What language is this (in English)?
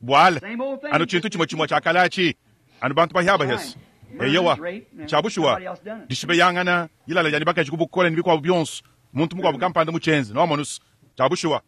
Luba-Lulua